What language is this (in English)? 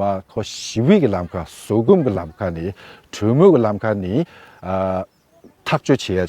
Tibetan